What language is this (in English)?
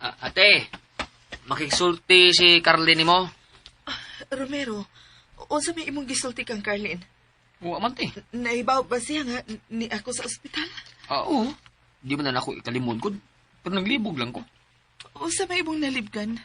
Cebuano